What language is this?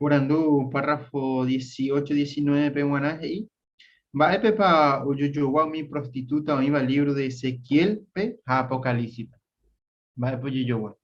Guarani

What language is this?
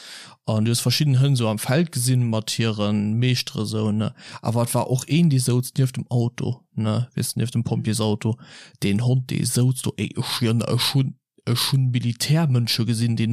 Luxembourgish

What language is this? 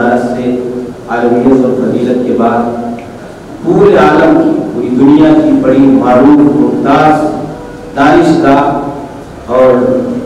Urdu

